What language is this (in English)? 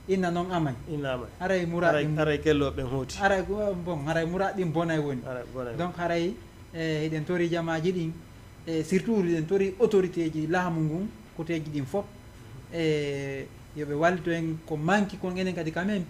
Fula